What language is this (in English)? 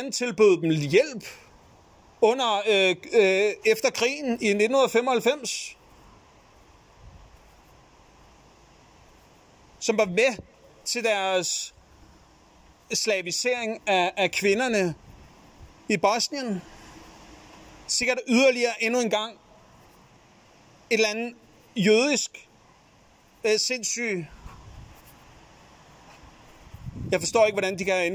Danish